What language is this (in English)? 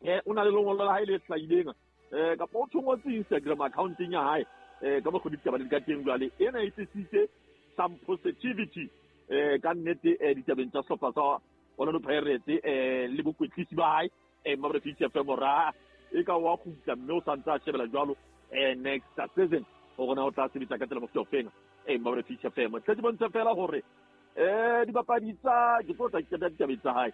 Southern Sotho